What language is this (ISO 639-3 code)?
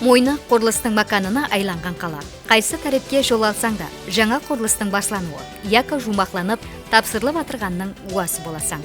kaa